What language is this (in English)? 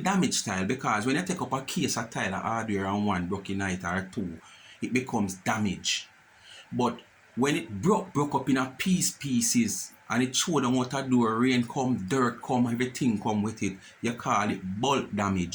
Jamaican Creole English